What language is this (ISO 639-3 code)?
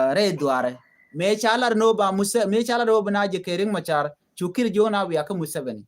nus